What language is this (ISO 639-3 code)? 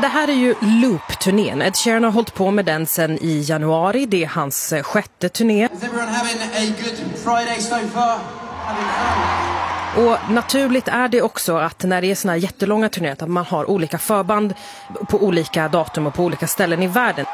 swe